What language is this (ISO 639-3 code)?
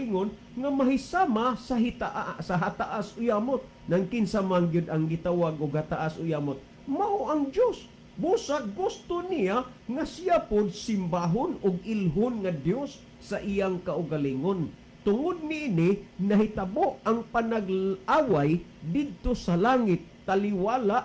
ceb